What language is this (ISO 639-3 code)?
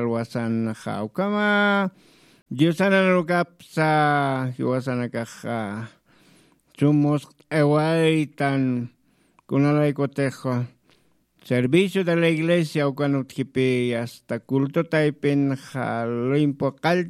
aym